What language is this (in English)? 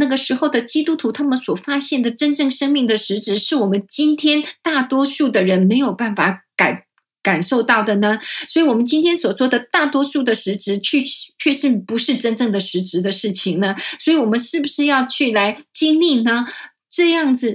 Chinese